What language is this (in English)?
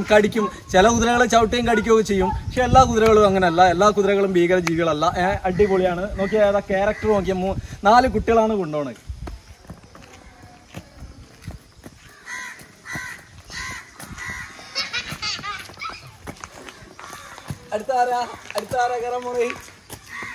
Malayalam